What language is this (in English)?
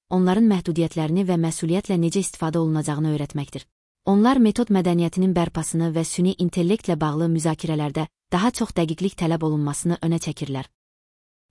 Azerbaijani